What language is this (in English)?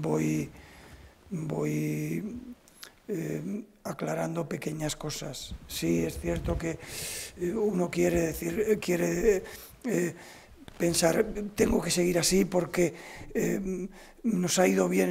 Spanish